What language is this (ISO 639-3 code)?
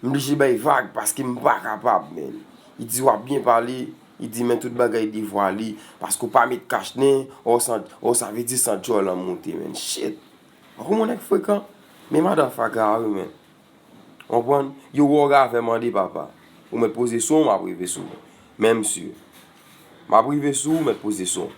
hat